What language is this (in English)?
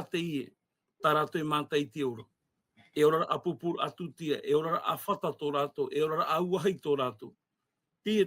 Tahitian